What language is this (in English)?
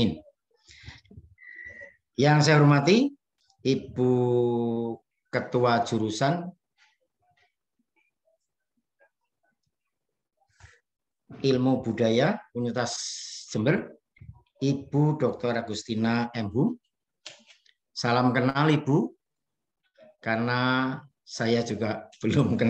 Indonesian